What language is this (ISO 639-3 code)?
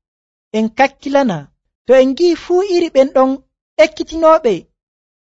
fuv